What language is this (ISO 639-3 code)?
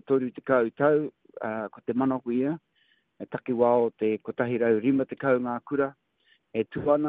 mri